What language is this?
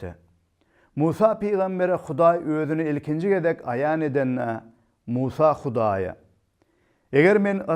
Turkmen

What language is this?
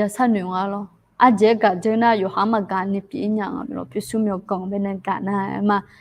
Akha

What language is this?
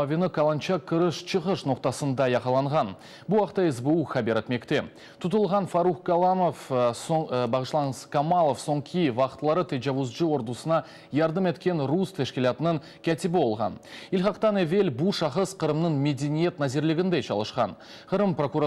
Crimean Tatar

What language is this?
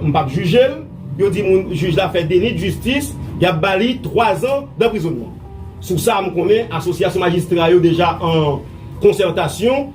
Haitian Creole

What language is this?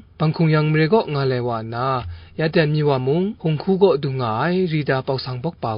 Kachin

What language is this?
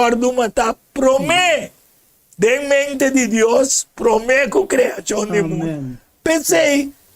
Papiamento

